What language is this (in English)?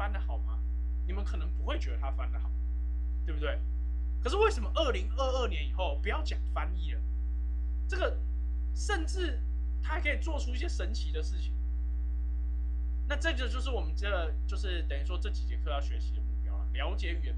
Chinese